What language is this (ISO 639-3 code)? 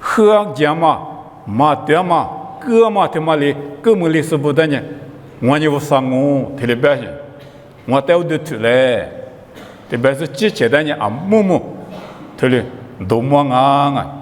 lis